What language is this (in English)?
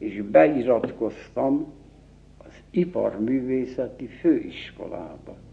Hungarian